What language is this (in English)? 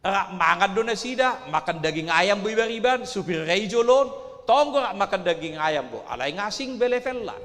Batak Toba